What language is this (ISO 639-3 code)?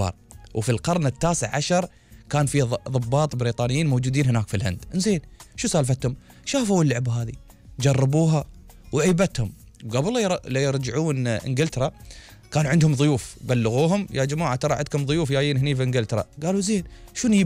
afb